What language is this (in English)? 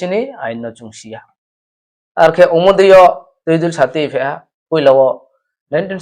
Riang (India)